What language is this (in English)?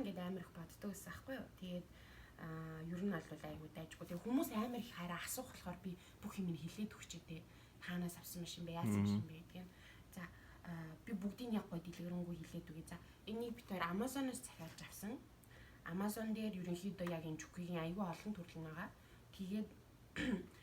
Mongolian